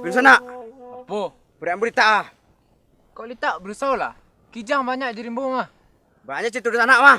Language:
Minangkabau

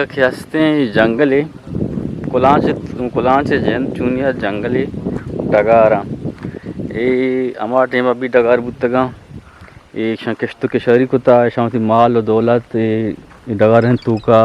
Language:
Eastern Balochi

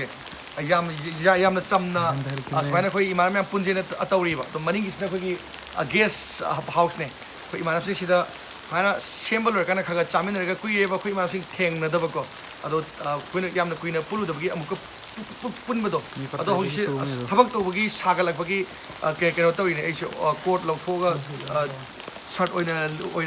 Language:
Manipuri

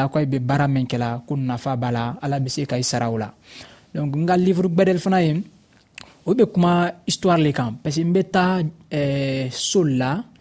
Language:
Dyula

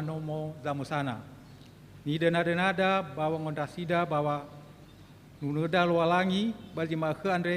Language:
Nias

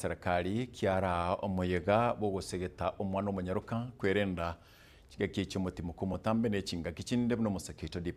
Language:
Gusii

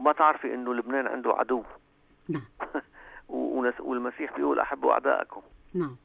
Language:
North Levantine Arabic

